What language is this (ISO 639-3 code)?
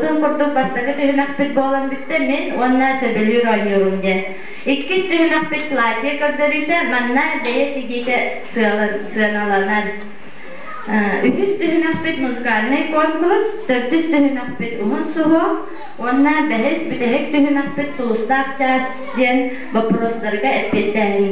sah